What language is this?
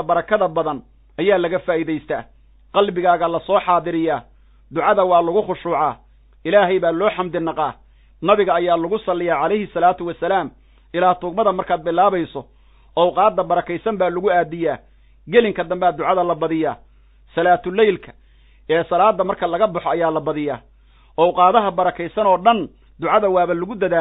Somali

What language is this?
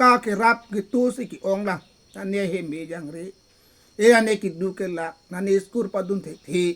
Karbi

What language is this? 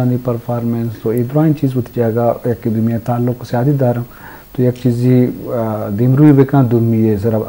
Eastern Balochi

